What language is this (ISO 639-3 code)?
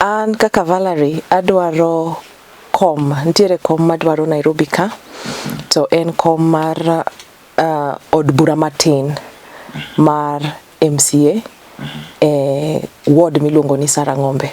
luo